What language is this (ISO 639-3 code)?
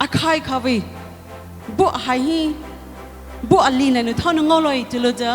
pmx